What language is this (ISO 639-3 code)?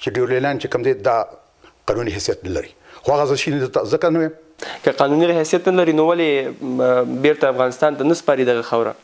pus